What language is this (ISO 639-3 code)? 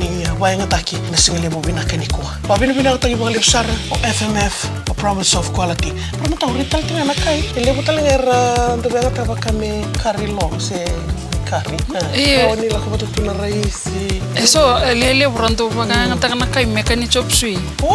fij